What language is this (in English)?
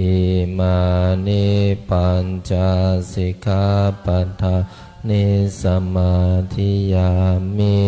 Pali